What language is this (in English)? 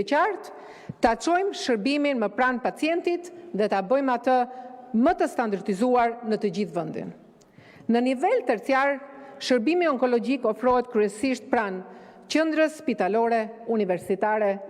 Albanian